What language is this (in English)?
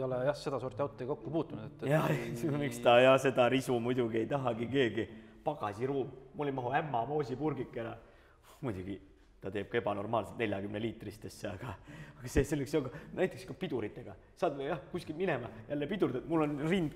Estonian